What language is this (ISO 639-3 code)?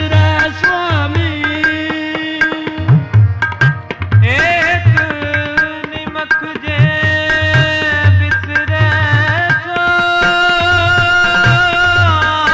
pan